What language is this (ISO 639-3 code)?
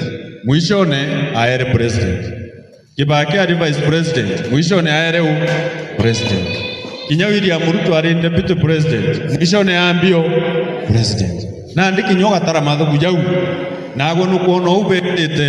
mer